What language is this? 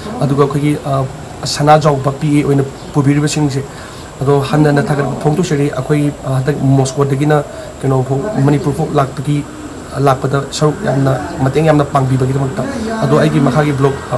Manipuri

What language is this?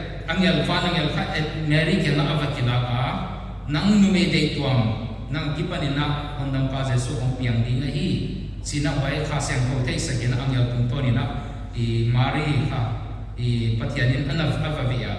Paite Chin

